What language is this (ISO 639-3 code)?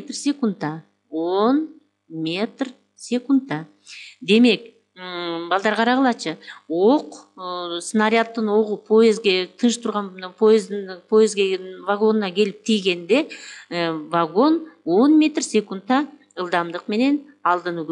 kir